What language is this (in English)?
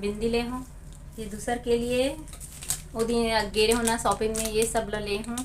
Chhattisgarhi